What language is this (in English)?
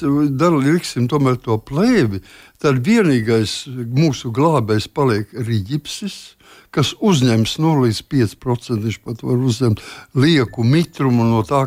Latvian